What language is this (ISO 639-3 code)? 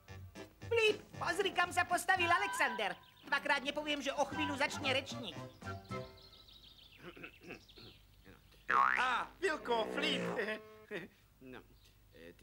slk